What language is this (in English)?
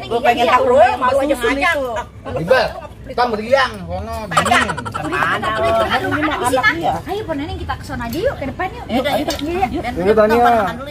Betawi